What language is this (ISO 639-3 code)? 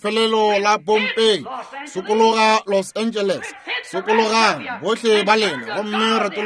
nso